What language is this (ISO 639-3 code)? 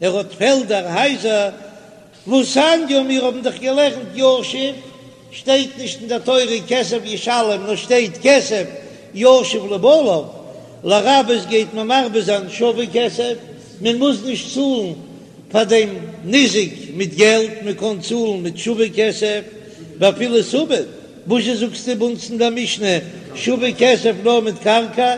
yid